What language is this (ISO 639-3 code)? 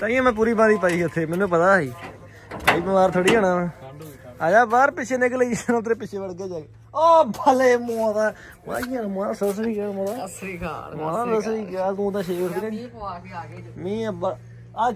pan